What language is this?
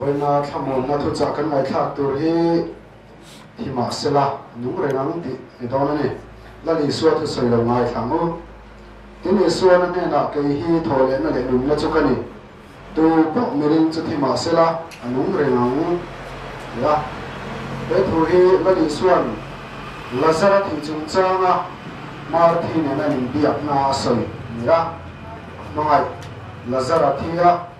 Mizo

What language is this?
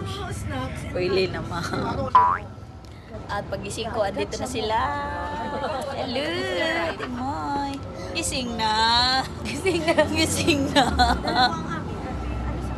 Filipino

